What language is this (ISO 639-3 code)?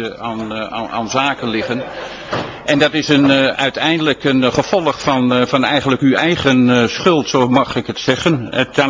nld